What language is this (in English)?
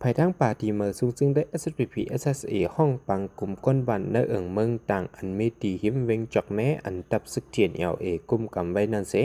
Shan